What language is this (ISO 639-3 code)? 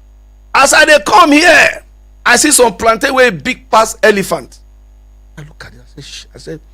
pcm